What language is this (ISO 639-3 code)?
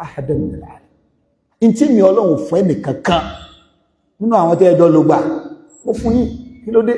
yor